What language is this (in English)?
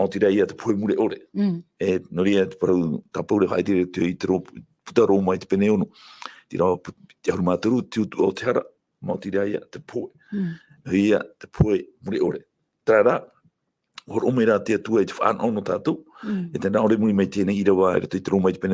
Tahitian